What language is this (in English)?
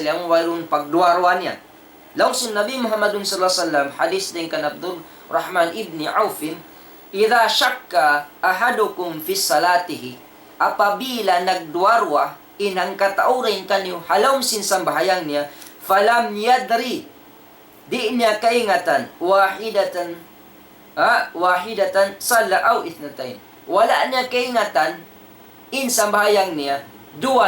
Tausug